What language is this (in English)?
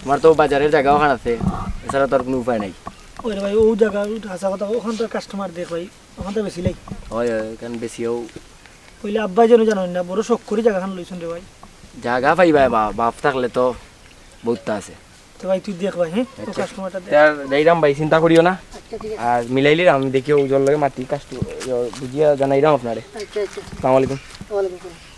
Sylheti